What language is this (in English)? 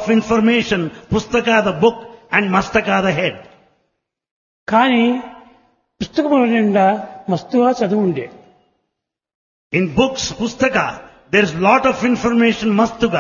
Telugu